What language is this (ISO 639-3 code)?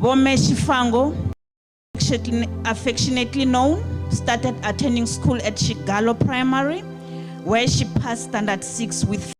ven